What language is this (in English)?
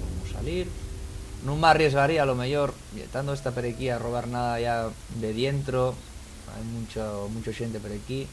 Asturian